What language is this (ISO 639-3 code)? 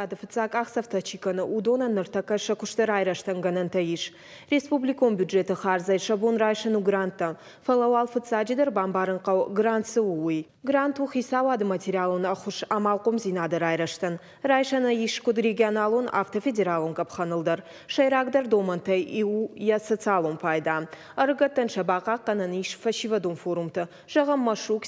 oss